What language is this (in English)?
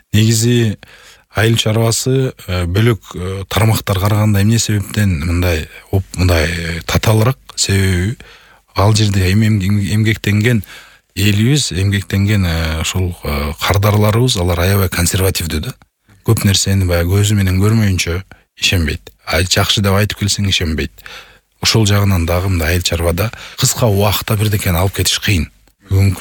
Kyrgyz